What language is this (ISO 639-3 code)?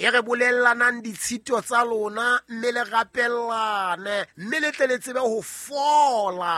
sot